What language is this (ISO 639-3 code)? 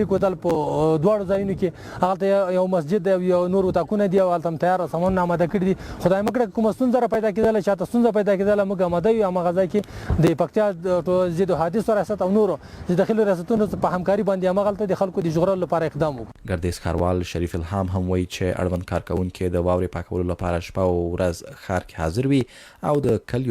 pus